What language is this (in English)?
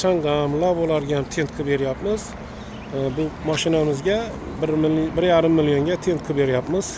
Uzbek